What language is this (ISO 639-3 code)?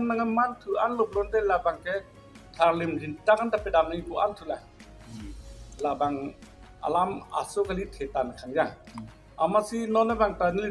mjw